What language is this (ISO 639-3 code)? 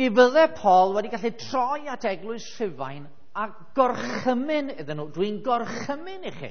cym